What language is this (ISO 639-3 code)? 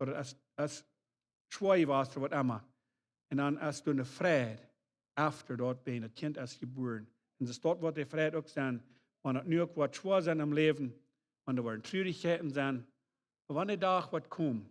pdt